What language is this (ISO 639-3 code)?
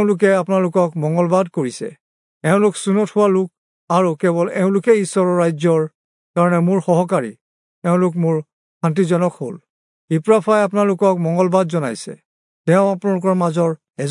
asm